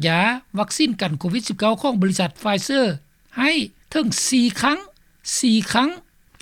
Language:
Lao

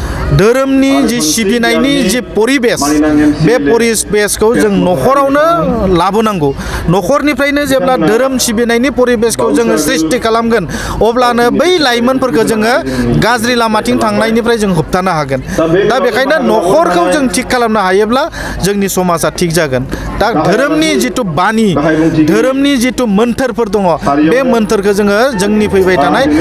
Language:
Bodo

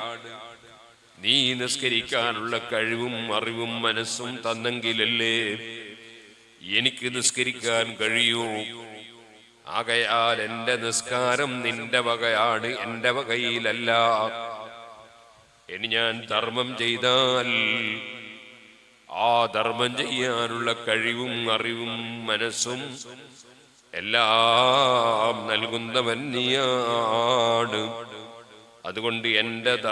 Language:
Malayalam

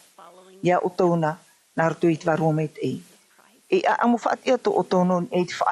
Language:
Tahitian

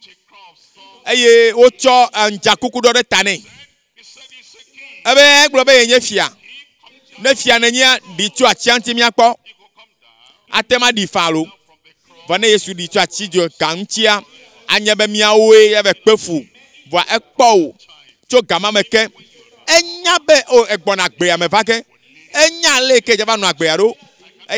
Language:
Ewe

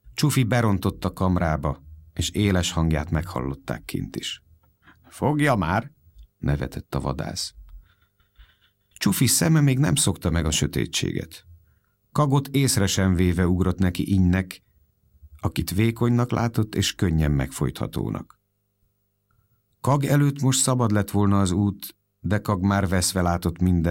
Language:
Hungarian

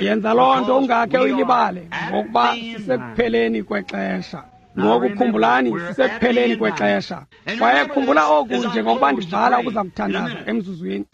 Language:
Xhosa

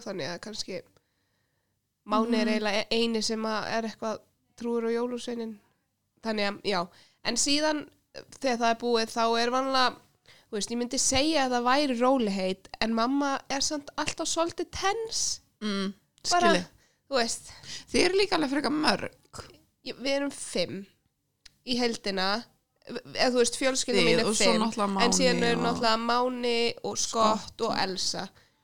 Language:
Icelandic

